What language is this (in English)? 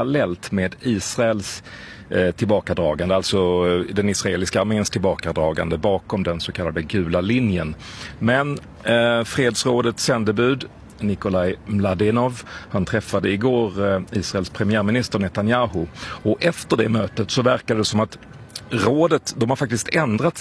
Swedish